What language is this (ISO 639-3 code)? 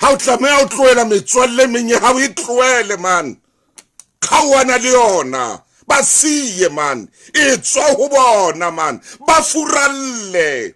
sot